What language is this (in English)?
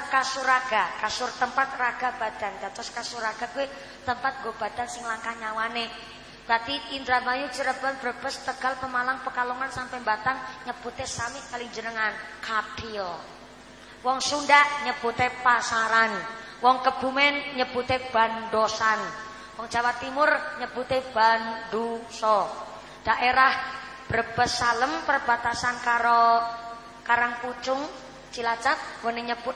Javanese